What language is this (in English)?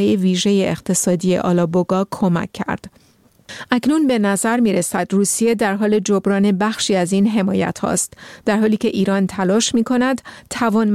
Persian